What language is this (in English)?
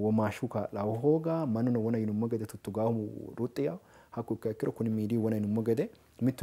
Sidamo